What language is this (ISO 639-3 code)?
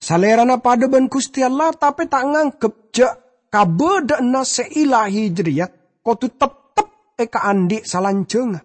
mad